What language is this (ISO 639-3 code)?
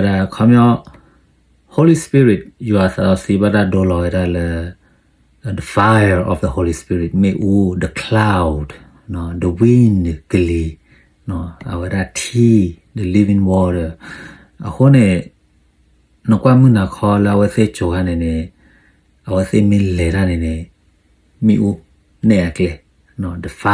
ksw